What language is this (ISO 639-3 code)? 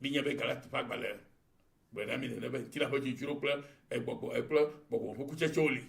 ewe